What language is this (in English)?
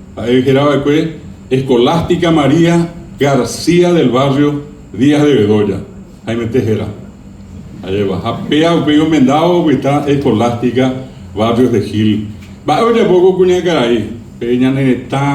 Guarani